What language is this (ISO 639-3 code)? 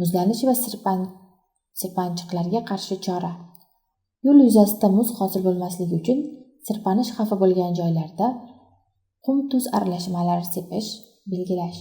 uzb